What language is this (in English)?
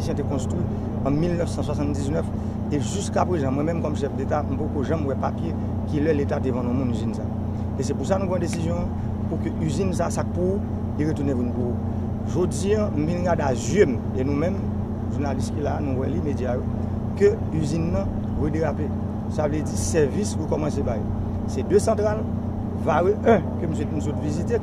Haitian Creole